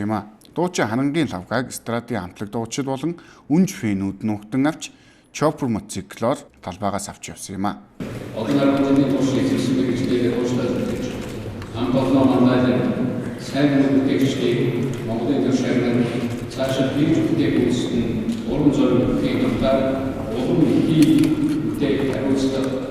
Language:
Mongolian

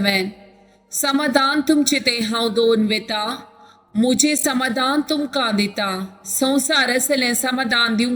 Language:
Konkani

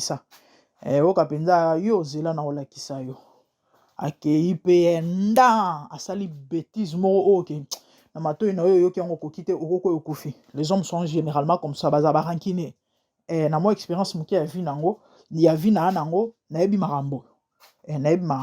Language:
Lingala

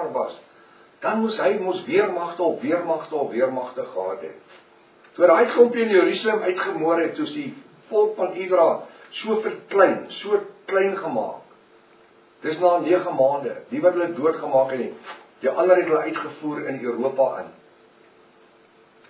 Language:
Afrikaans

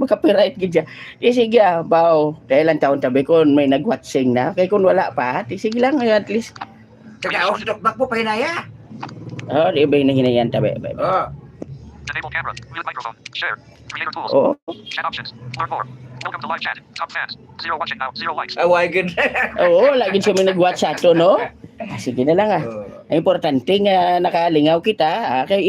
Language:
Hiligaynon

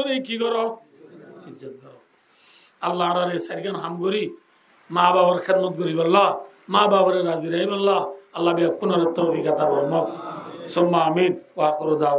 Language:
Rohingya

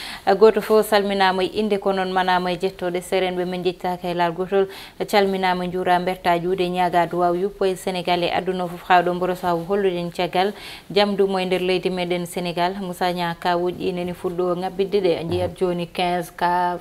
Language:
Fula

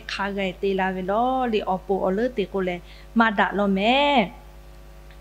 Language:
Lahu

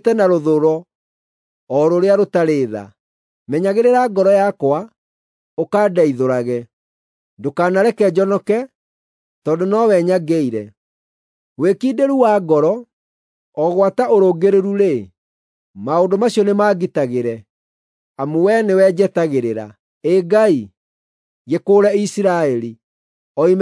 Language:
Kikuyu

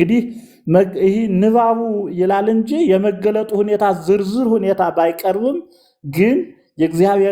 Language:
Amharic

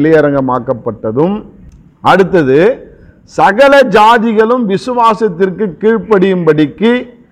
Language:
Tamil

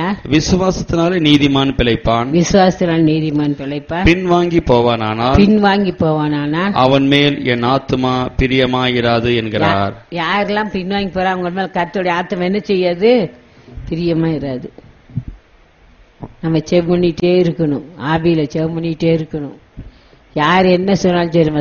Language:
Tamil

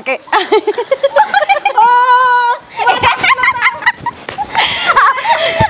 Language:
Bhojpuri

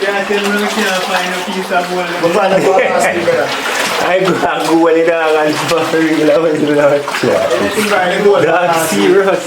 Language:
Jamaican Creole English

